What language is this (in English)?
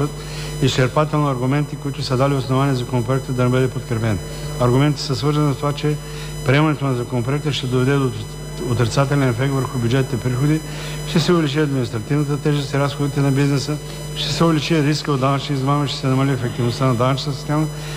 Bulgarian